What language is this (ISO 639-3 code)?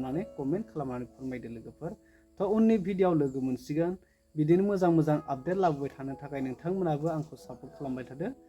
brx